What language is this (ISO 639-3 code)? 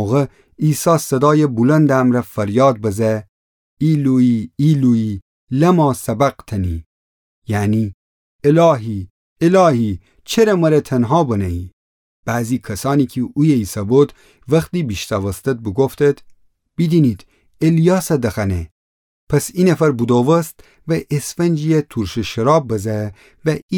glk